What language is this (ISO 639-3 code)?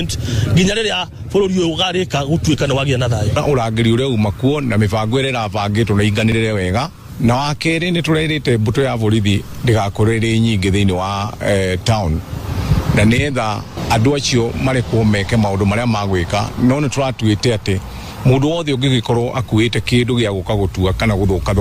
kik